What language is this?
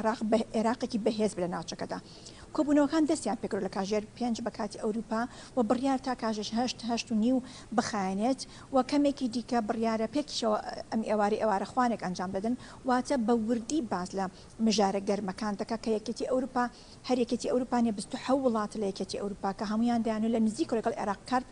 Kurdish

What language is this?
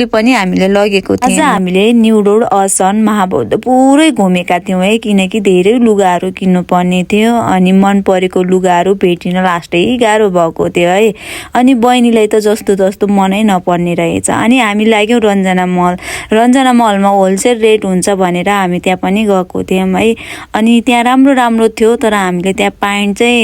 Nepali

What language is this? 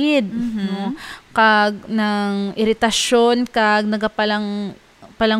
Hiligaynon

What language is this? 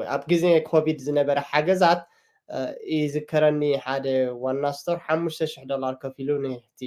Tigrinya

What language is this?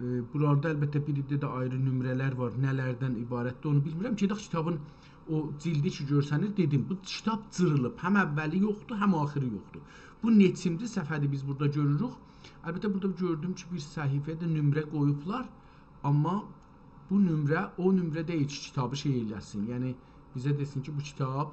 South Azerbaijani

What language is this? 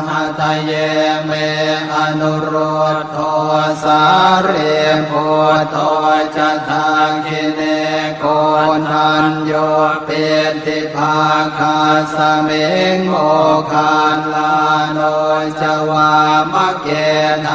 Pali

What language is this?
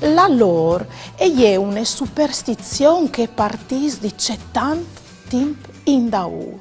Friulian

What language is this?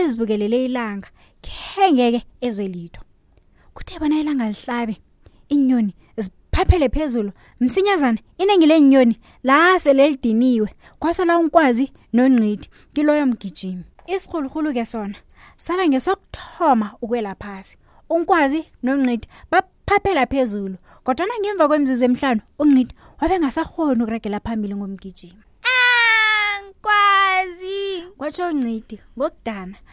South Ndebele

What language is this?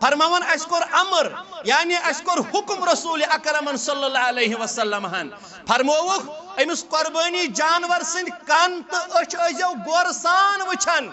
Kashmiri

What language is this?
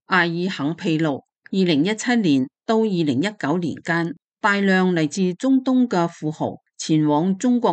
Cantonese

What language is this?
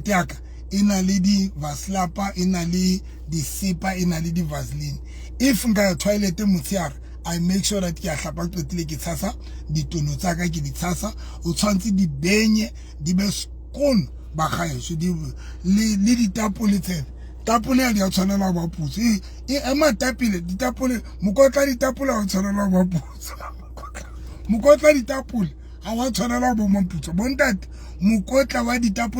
Southern Sotho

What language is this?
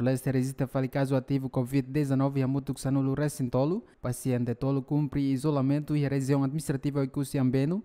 Tetum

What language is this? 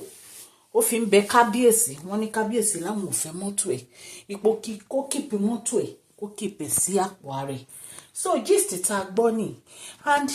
Yoruba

